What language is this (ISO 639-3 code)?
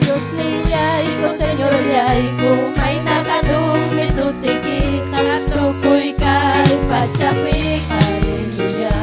quy